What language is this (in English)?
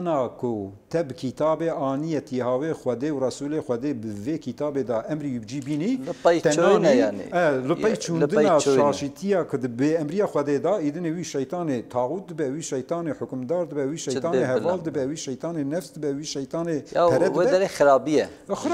Kurdish